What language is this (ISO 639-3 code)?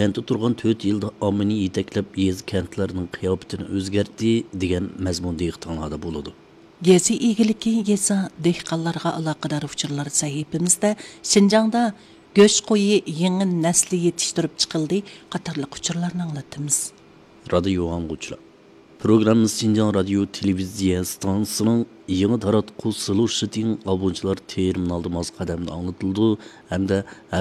uig